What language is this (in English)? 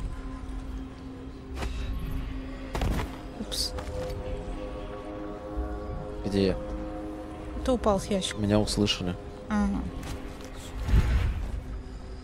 Russian